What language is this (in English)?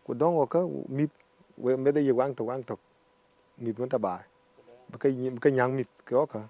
Dinka